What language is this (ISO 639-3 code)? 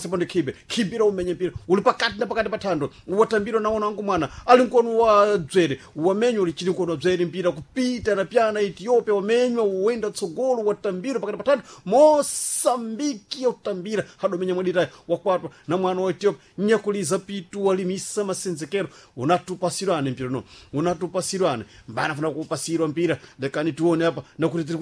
seh